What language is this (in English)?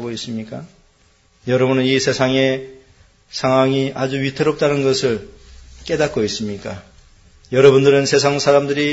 Korean